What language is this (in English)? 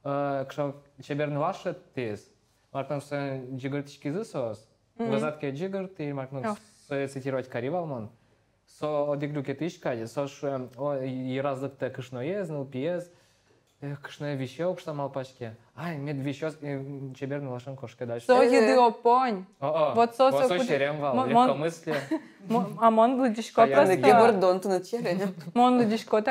Udmurt